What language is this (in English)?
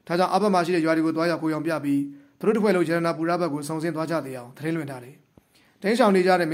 Burmese